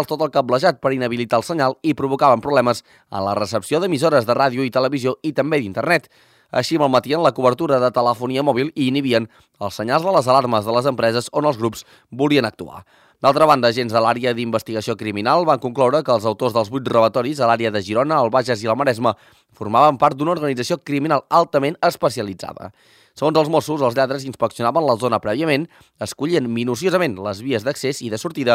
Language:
Catalan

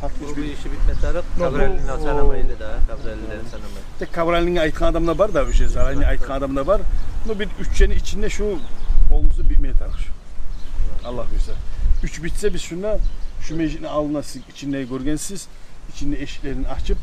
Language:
Kumyk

